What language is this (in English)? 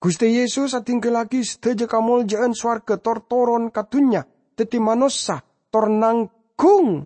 Madurese